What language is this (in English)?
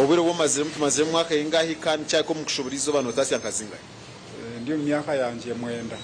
Nyankole